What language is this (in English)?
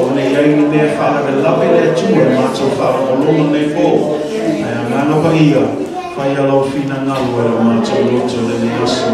Samoan